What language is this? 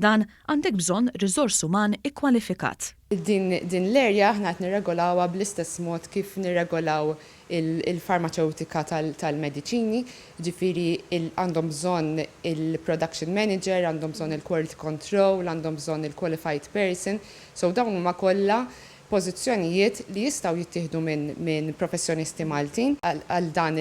Maltese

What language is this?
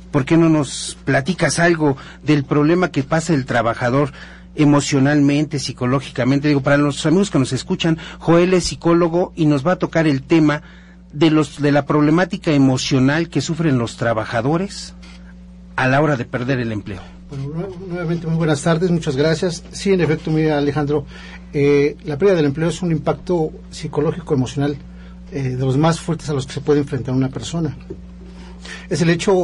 Spanish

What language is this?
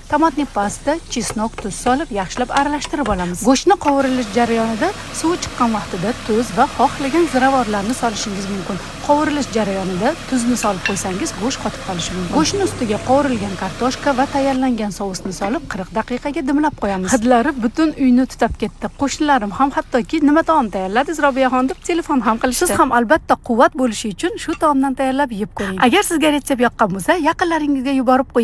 Uzbek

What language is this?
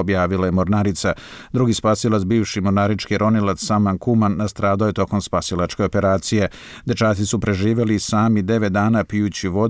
Bosnian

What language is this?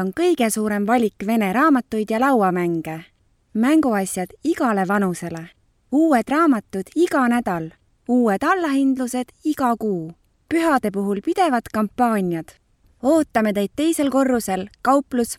Estonian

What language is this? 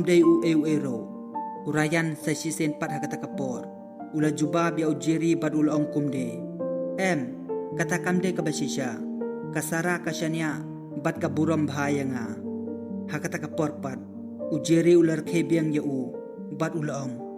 Khasi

